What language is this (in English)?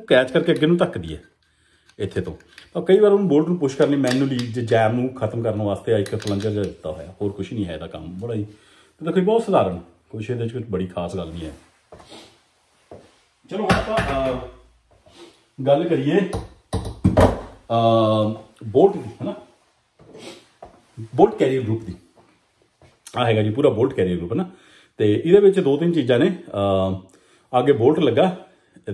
Punjabi